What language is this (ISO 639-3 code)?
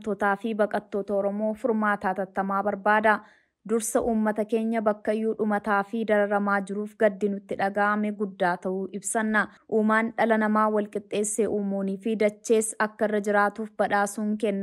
orm